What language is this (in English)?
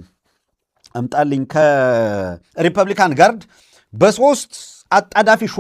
Amharic